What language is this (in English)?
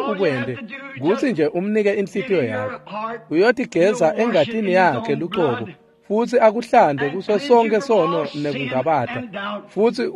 Swati